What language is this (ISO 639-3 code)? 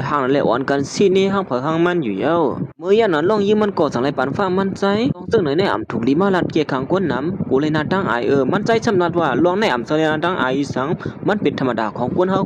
shn